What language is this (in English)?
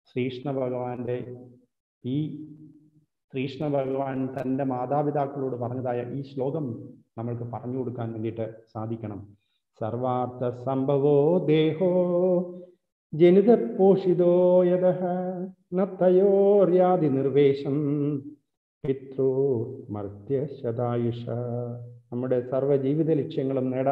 Malayalam